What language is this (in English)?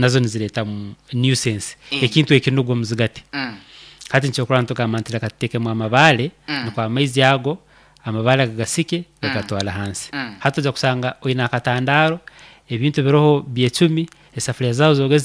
Nyoro